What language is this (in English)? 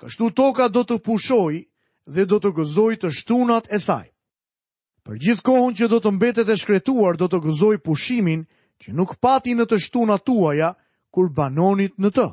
Albanian